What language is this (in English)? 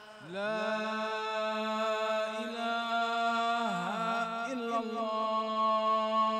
Arabic